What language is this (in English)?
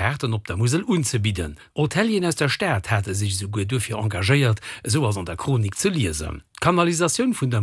Luxembourgish